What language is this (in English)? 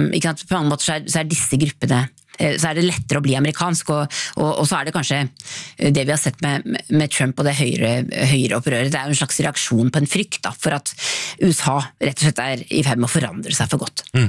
Norwegian